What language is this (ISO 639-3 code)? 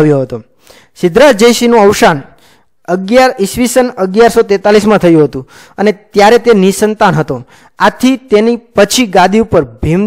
guj